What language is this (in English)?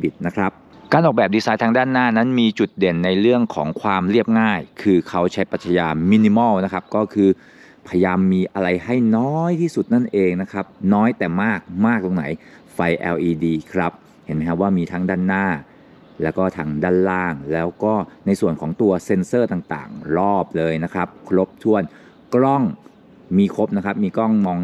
Thai